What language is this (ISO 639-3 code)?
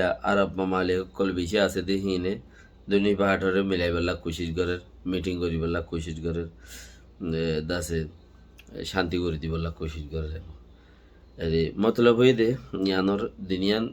rhg